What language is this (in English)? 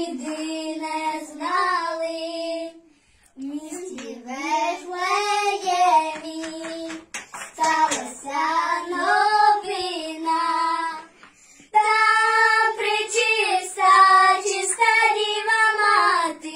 Ukrainian